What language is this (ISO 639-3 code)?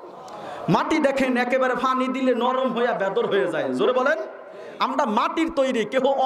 ben